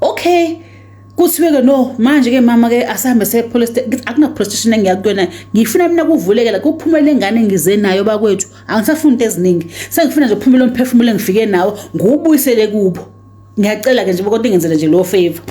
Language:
Zulu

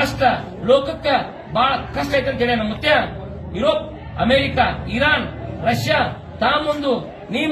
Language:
Kannada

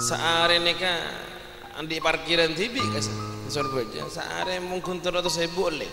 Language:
Madurese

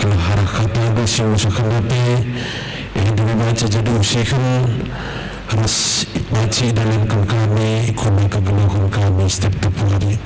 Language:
Batak Karo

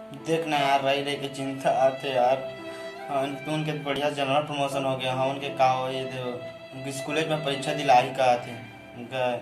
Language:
Chhattisgarhi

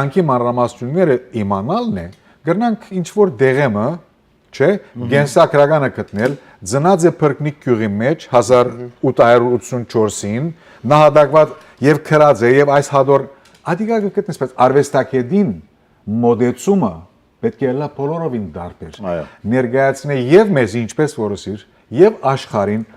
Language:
Western Armenian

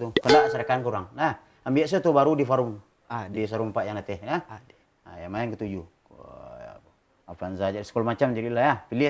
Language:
Minangkabau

